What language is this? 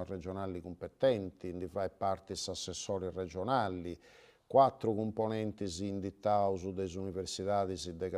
Sardinian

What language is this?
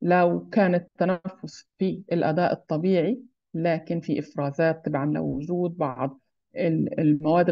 Arabic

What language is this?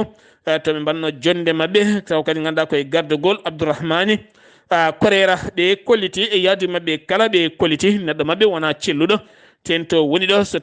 Fula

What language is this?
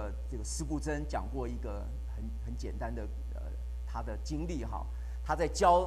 Chinese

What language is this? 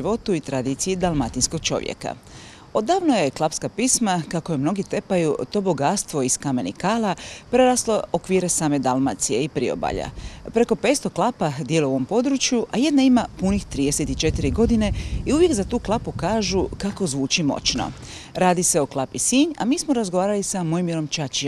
Croatian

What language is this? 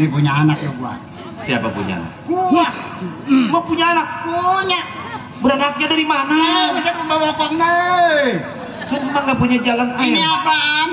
Betawi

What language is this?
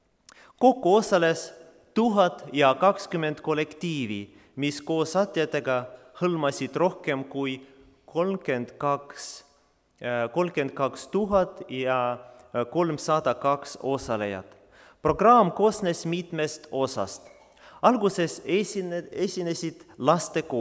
Estonian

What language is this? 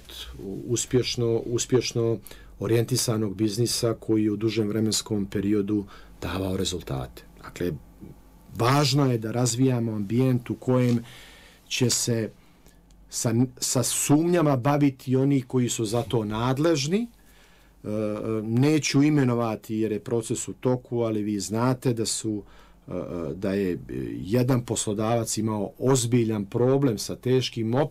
Serbian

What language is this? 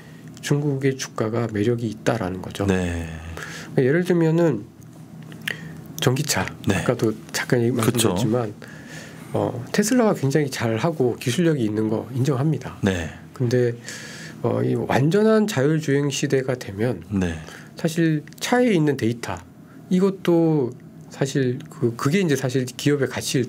Korean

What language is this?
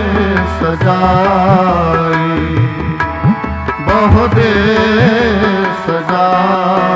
Punjabi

